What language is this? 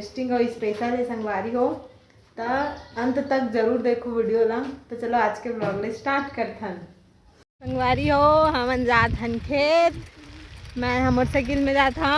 Chhattisgarhi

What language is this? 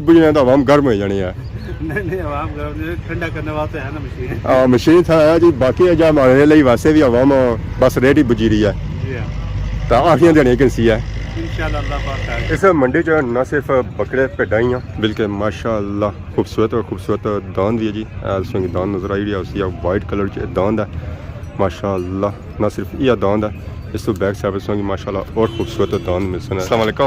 Pahari-Potwari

